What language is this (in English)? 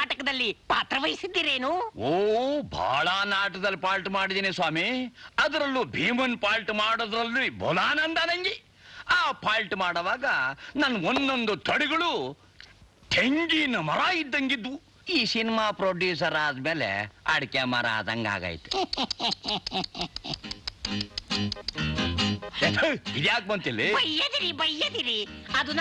Kannada